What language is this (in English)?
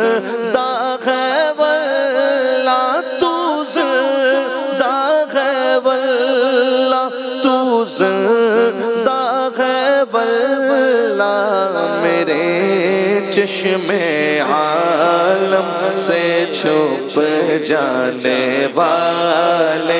Urdu